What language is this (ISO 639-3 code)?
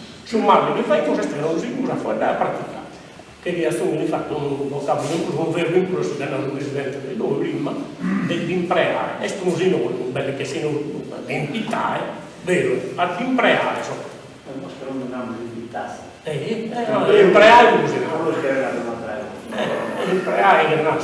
srd